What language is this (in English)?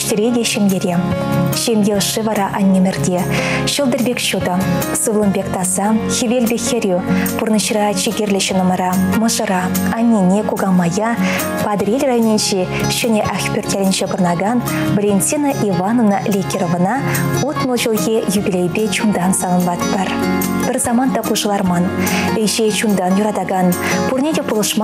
Chuvash